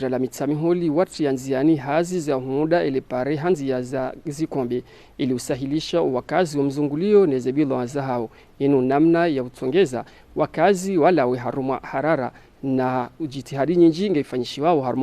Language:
Ngazidja Comorian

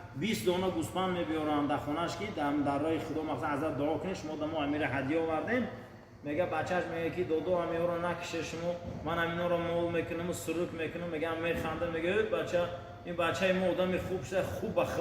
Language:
Tajik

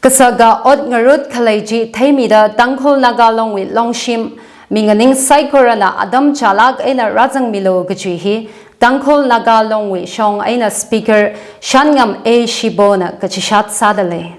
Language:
Tangkhul Naga (India)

